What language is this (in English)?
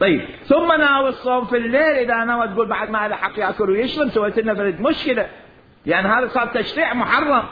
Mesopotamian Arabic